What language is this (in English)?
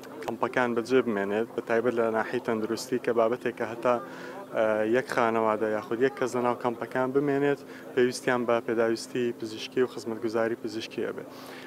Central Kurdish